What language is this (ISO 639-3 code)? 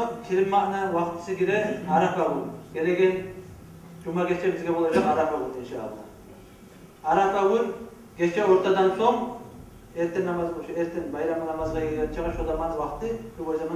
kum